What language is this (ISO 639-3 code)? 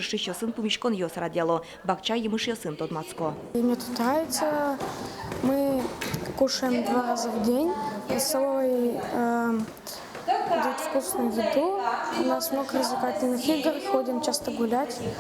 udm